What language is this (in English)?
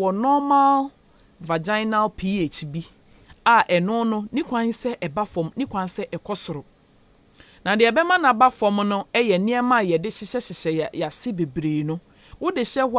Akan